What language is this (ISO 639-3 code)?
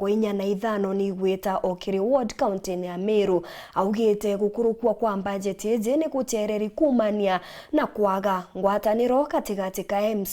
mer